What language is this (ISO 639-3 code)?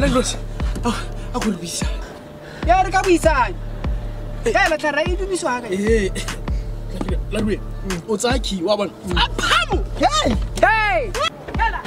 tsn